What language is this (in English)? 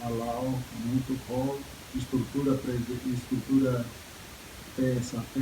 Tetum